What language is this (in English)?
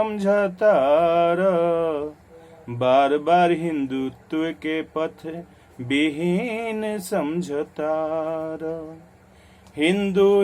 Bhojpuri